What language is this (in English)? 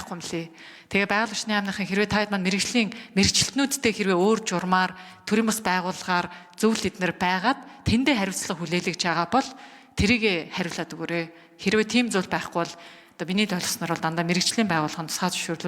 Mongolian